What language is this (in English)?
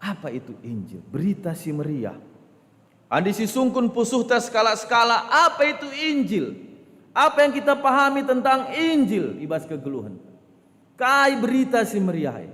Batak Karo